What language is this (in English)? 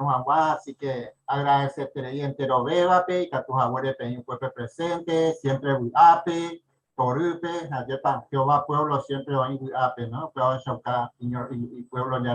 Guarani